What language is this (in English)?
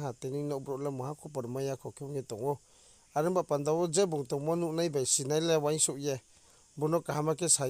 Riang (India)